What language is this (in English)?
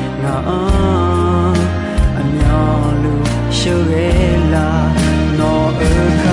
Akha